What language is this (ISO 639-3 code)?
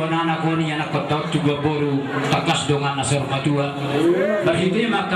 bbc